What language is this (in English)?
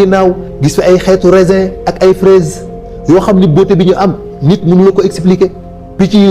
Wolof